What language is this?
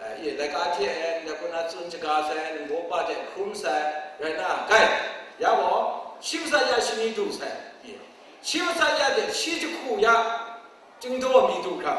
Kachin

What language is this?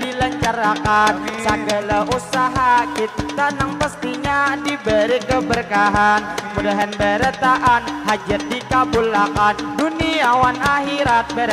Banjar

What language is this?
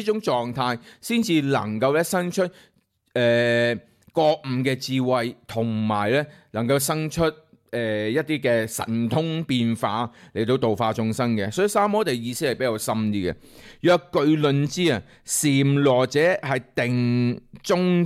Cantonese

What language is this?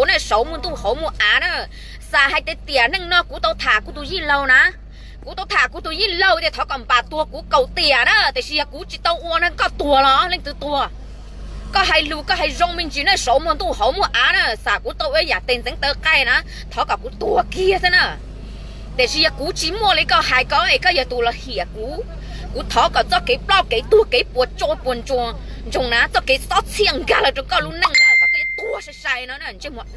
Hmong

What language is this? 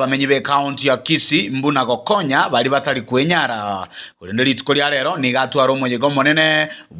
Gusii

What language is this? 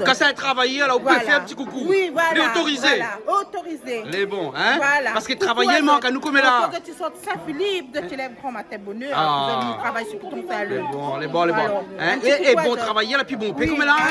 Réunion Creole French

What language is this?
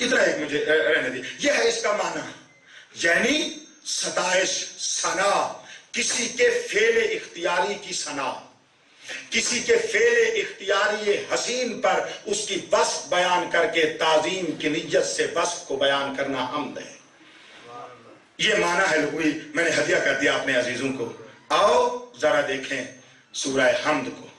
Urdu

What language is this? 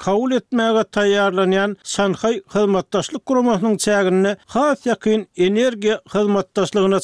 Turkmen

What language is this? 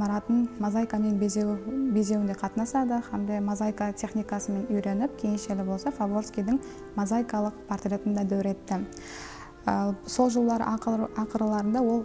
Kara-Kalpak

